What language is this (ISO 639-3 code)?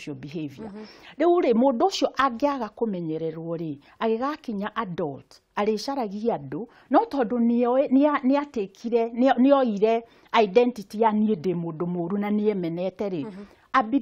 kik